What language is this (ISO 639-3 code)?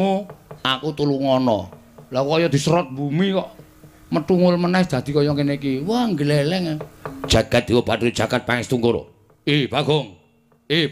jav